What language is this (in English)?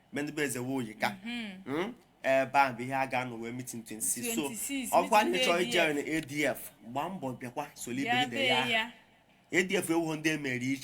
Igbo